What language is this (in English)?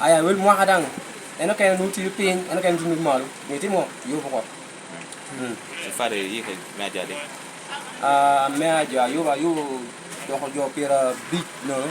Lango (Uganda)